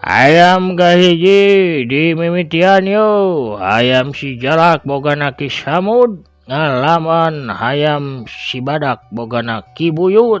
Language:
Sundanese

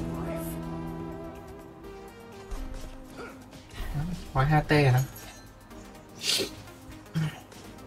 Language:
Vietnamese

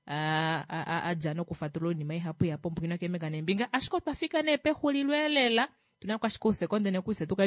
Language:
Kuanyama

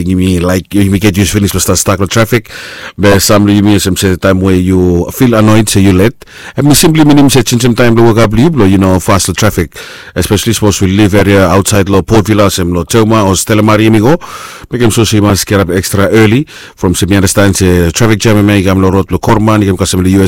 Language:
Bislama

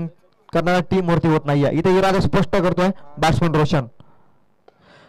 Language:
Marathi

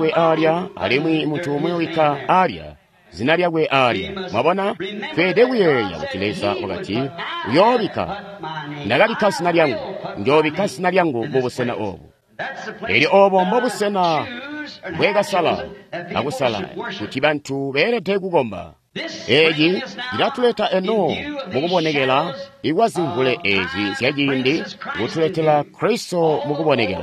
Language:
Tonga (Zambia)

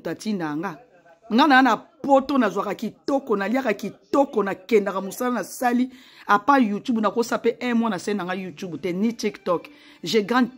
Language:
Lingala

